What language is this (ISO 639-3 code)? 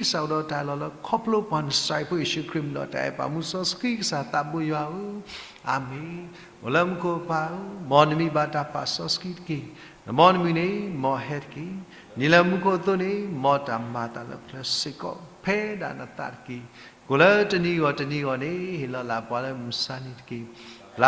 ksw